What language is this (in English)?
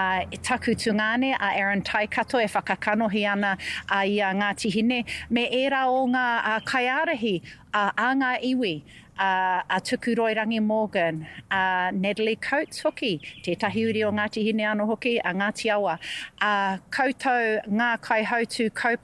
Māori